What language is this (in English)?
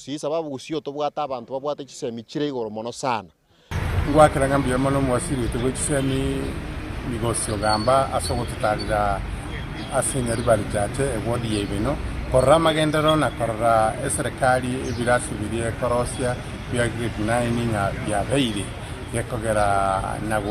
Gusii